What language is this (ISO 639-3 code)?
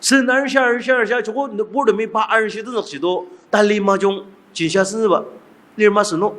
njo